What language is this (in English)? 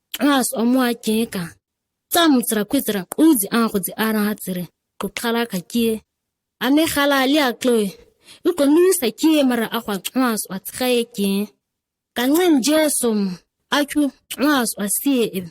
ǁGana